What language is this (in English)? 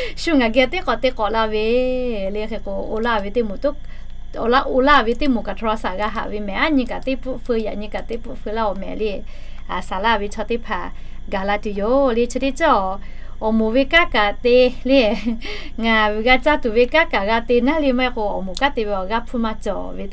Lahu